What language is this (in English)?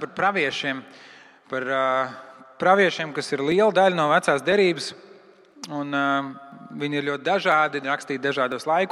Latvian